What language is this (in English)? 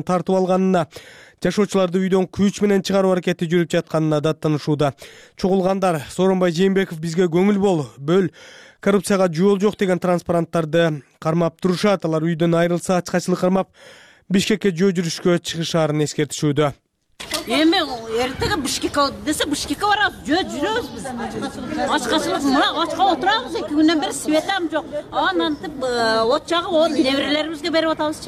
Kyrgyz